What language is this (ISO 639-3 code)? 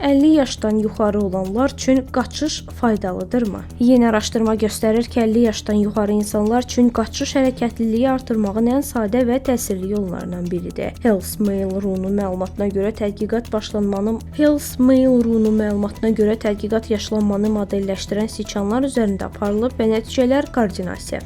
aze